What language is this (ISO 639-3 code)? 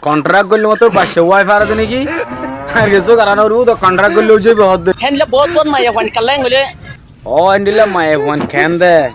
rhg